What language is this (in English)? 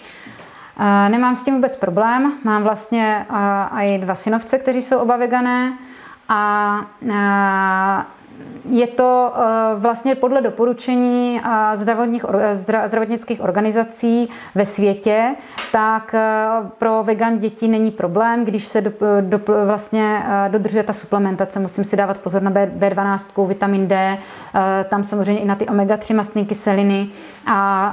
Czech